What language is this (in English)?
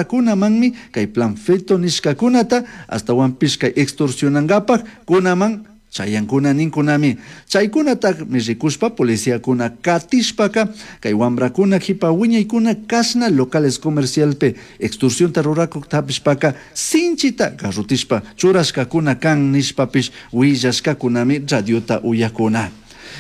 Chimborazo Highland Quichua